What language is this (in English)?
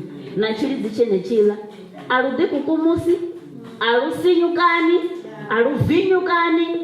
Venda